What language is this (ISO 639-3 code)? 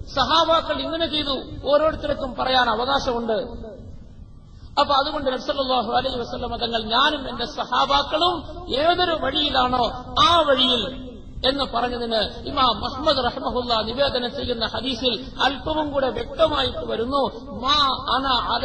mal